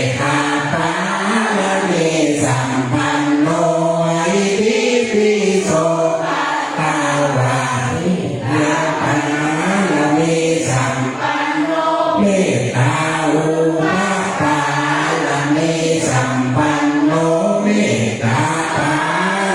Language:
Pali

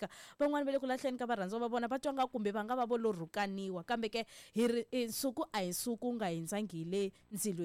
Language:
Tsonga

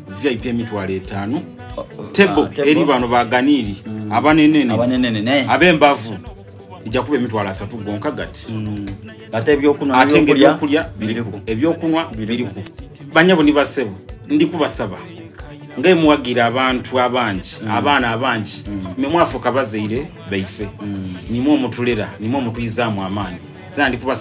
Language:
Soga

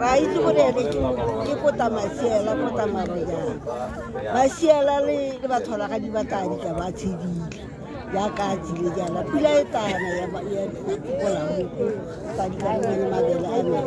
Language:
Tswana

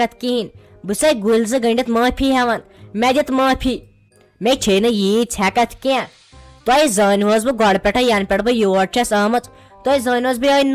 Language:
Kashmiri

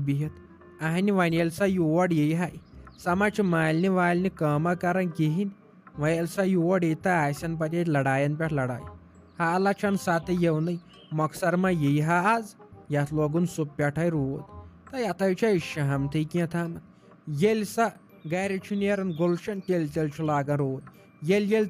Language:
Kashmiri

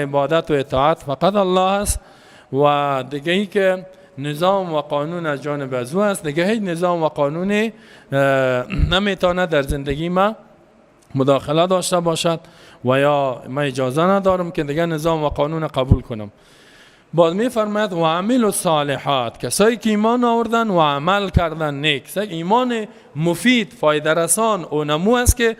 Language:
Persian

